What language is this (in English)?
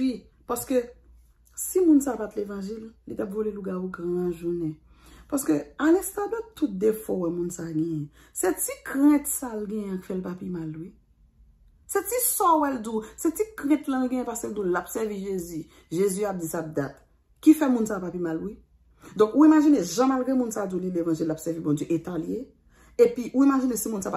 Haitian Creole